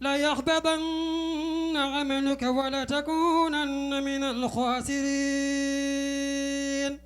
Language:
Fula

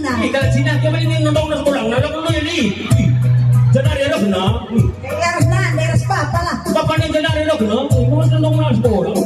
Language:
Batak Karo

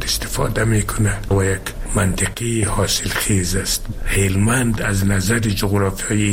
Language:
Persian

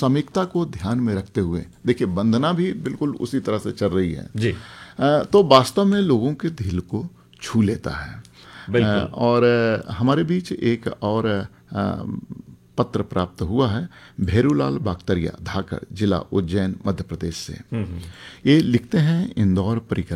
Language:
Hindi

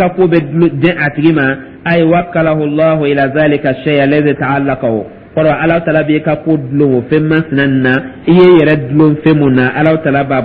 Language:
Dyula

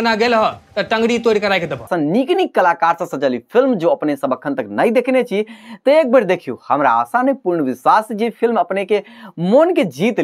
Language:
Maithili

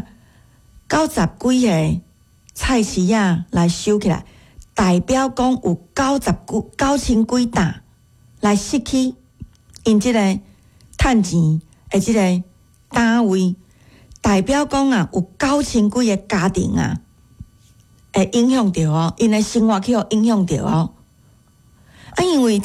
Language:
Min Nan Chinese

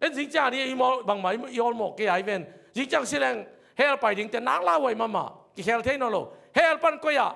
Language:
Tedim Chin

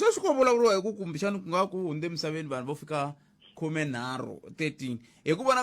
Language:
Tsonga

